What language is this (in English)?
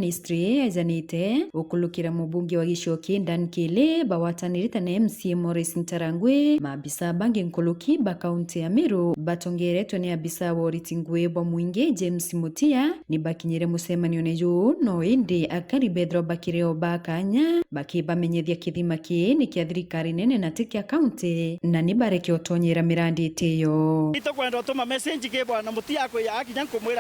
Meru